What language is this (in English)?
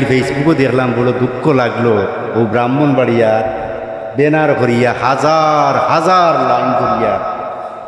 Sylheti